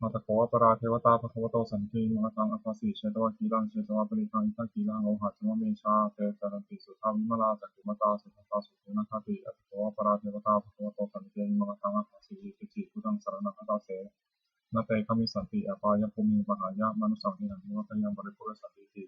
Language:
Pali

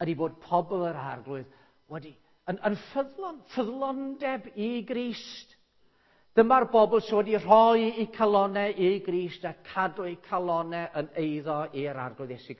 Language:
Welsh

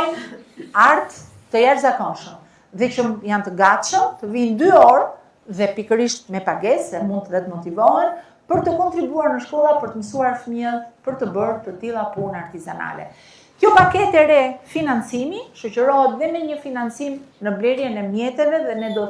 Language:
Albanian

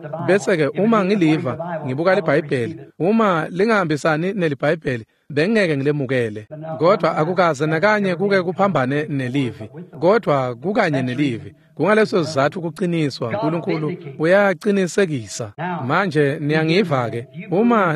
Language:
Swati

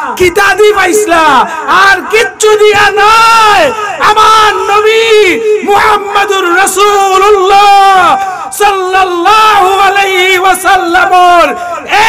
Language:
Sylheti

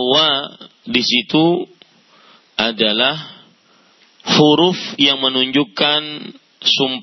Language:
Indonesian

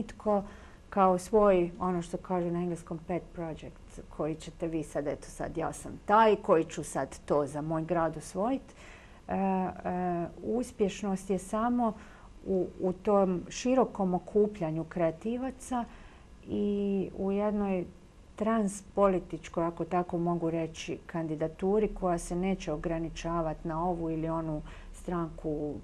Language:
Croatian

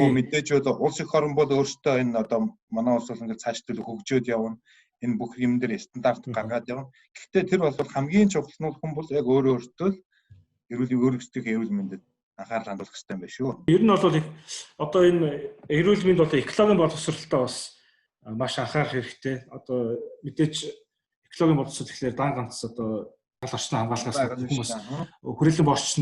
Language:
Mongolian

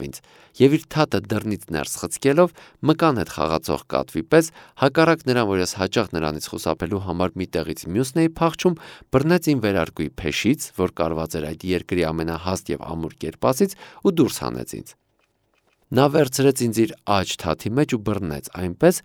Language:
Armenian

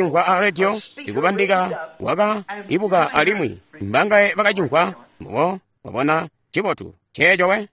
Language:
Tonga (Zambia)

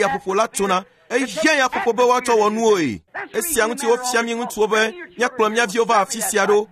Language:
Ewe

